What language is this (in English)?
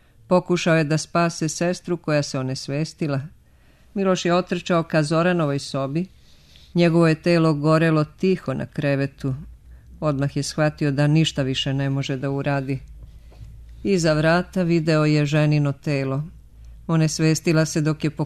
Serbian